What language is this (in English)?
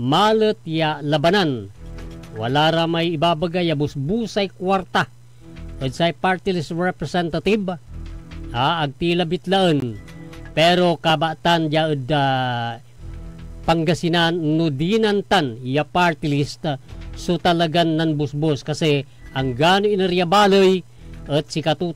Pangasinan